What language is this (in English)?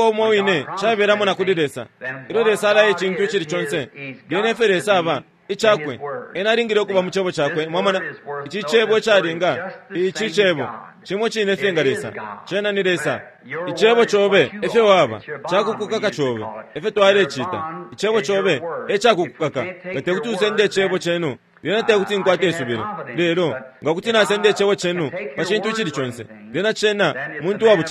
Bemba